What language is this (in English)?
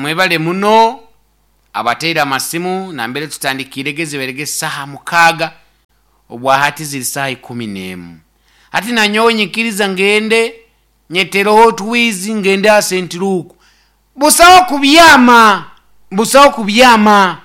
Nyankole